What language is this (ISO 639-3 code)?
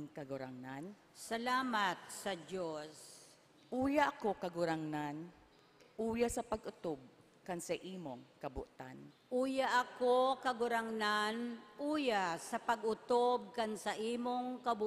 bik